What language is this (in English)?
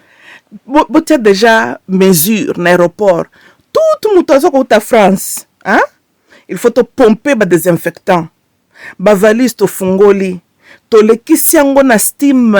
Lingala